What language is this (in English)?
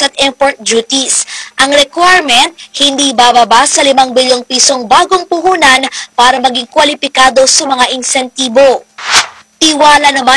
Filipino